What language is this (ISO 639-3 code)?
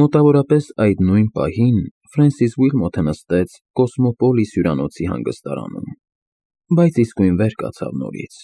hye